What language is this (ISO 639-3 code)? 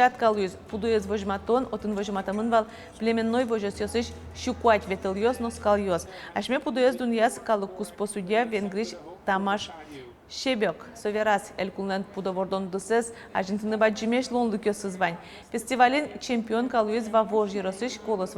udm